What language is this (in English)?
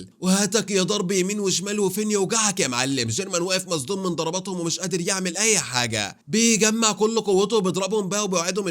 Egyptian Arabic